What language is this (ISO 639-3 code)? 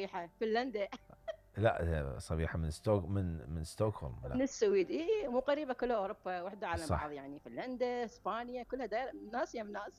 acm